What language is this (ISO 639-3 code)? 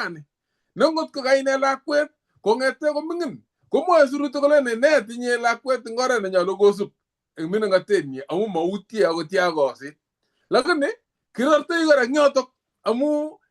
kln